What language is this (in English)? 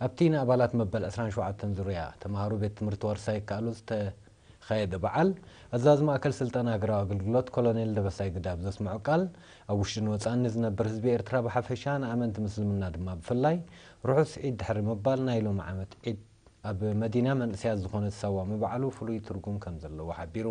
Tigrinya